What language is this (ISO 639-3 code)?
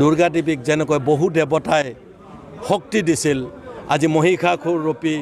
asm